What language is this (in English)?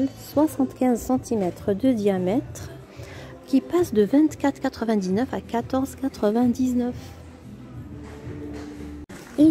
French